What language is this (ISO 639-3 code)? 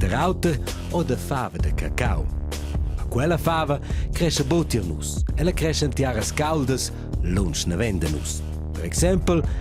roh